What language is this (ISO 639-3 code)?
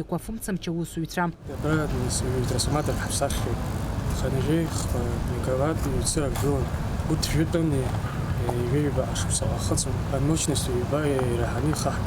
abk